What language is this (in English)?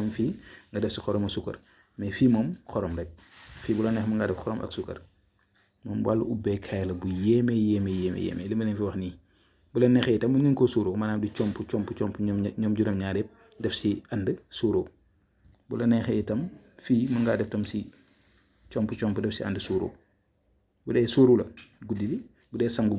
Wolof